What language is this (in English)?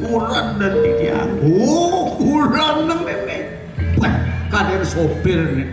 Balinese